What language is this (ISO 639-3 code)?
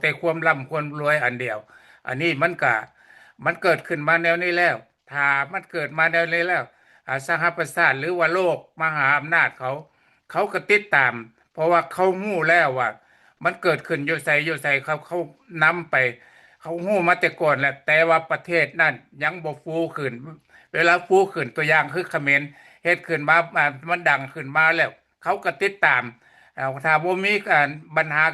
lao